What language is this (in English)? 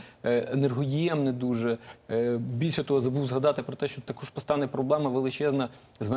Ukrainian